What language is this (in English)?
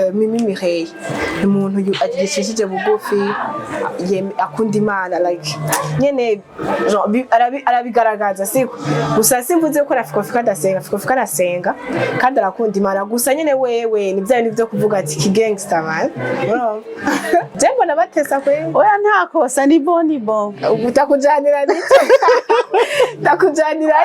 Rundi